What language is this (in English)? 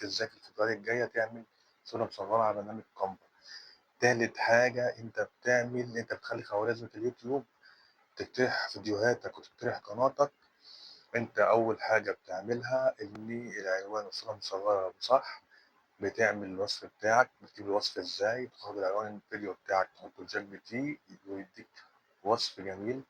Egyptian Arabic